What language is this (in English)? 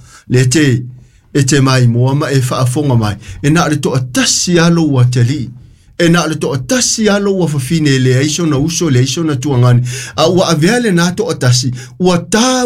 Samoan